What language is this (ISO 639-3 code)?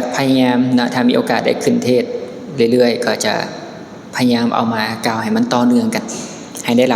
lao